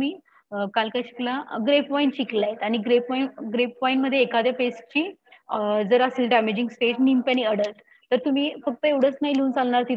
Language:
Marathi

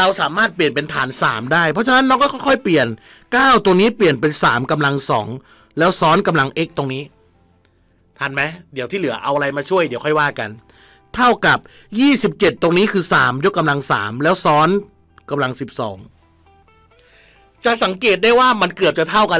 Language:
Thai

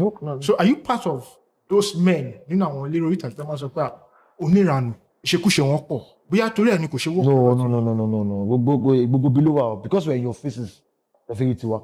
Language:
Yoruba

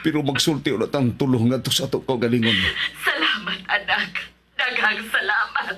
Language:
Cebuano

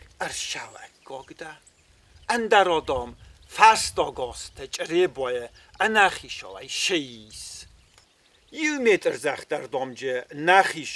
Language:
Ossetic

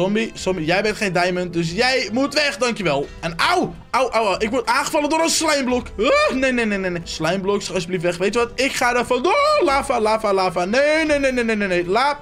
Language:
Dutch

